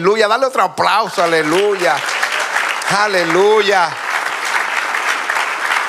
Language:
Spanish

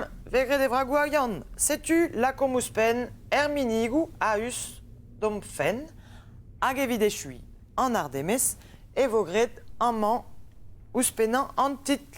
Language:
Breton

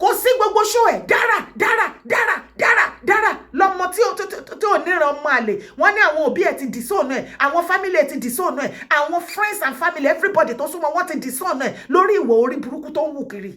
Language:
Yoruba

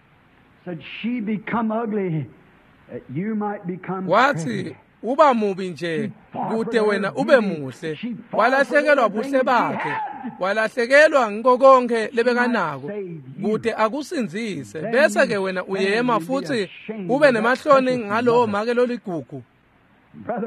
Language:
Swati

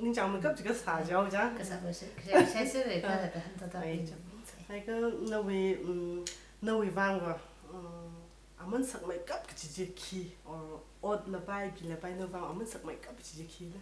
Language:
Tangkhul Naga (India)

